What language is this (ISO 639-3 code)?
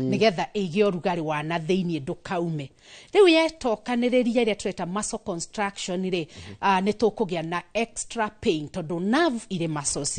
kik